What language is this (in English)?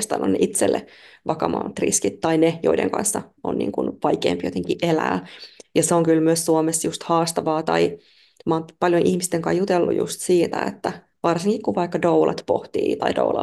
Finnish